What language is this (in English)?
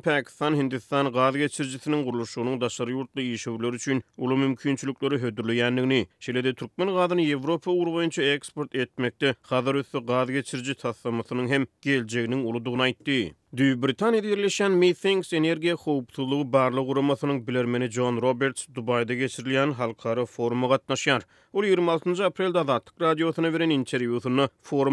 Turkmen